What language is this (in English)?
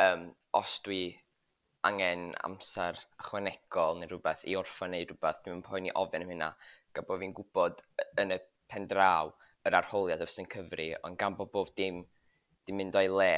Welsh